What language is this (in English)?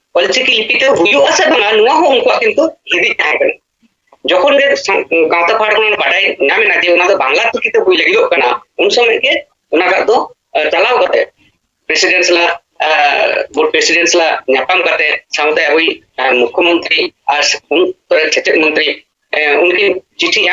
Santali